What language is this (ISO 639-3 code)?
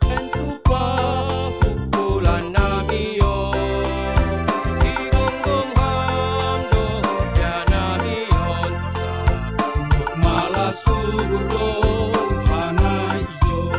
bts